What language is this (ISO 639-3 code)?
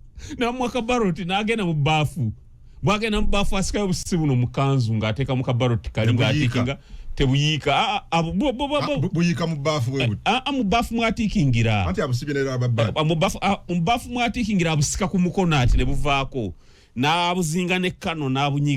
lug